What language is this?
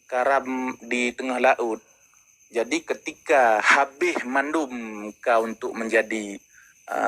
Achinese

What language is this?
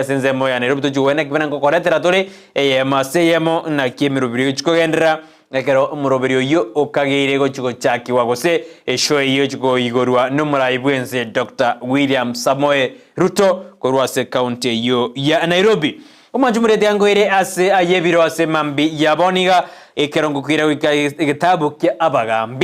Gusii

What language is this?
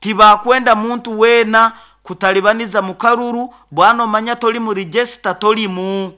Nyoro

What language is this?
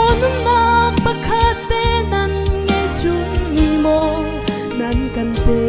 Hakha Chin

